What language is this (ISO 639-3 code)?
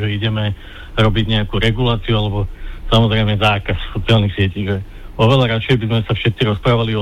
slk